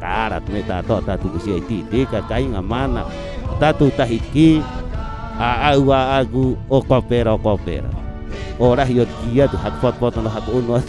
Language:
Rapanui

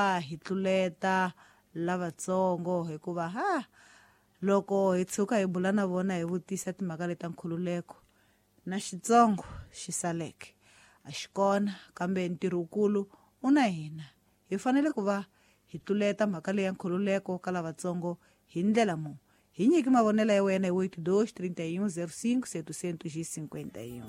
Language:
Tsonga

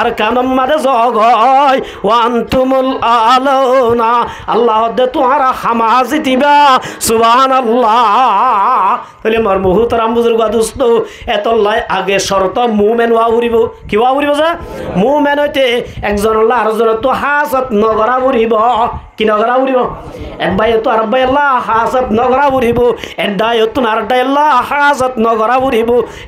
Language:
Rohingya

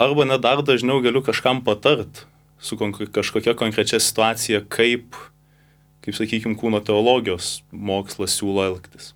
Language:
Lithuanian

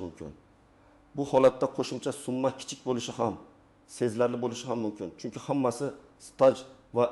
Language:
Uzbek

